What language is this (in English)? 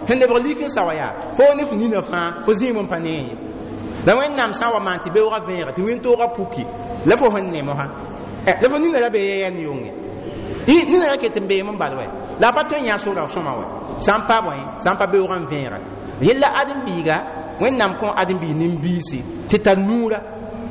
Mossi